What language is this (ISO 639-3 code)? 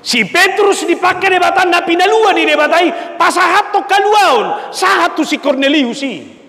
bbc